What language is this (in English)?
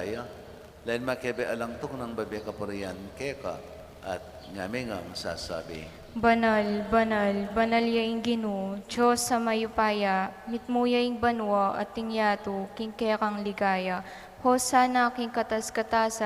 Pampanga